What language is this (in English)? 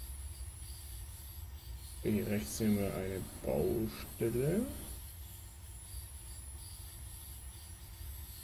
German